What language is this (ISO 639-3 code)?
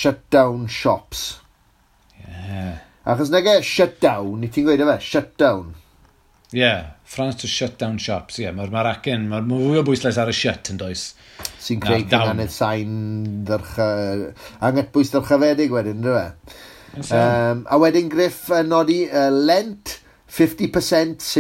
cym